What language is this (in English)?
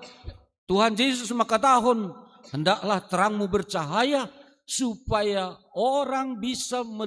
Batak Simalungun